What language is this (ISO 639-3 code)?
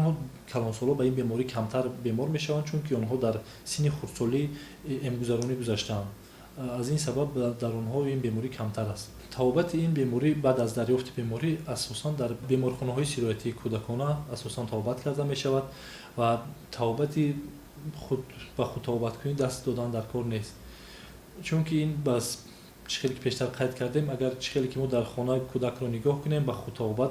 tgk